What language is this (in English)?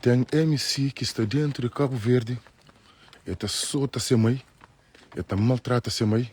Kabuverdianu